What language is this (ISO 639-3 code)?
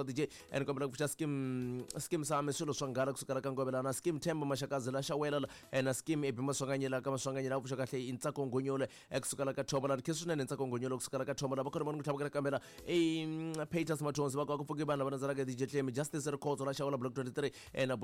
tso